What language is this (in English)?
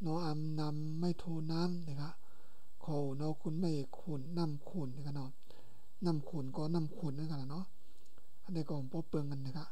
Shan